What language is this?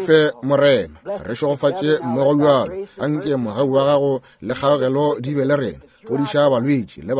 Northern Sotho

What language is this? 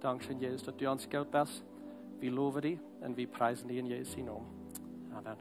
Plautdietsch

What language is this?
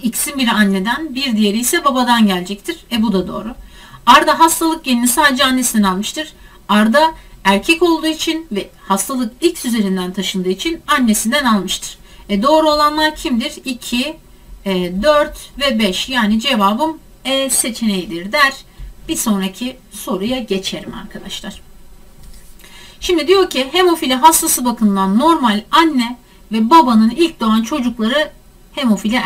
Turkish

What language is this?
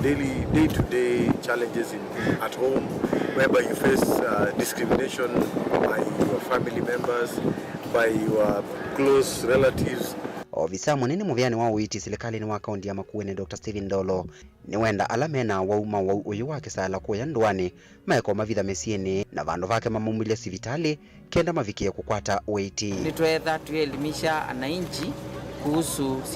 Kamba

